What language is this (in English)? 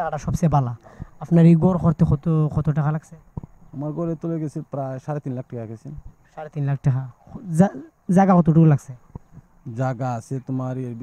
Sylheti